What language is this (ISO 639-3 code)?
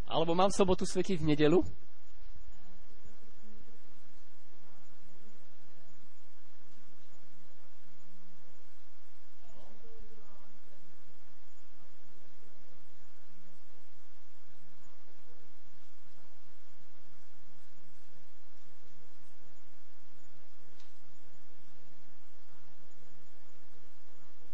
slk